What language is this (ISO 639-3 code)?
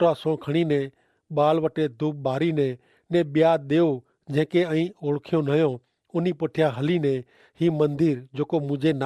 kfr